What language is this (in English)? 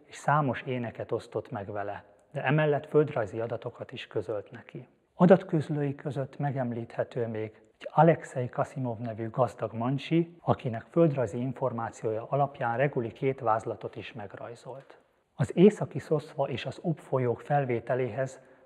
Hungarian